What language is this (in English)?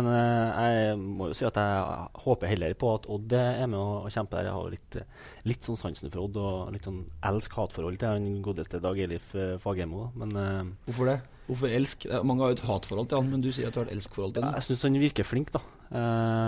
Norwegian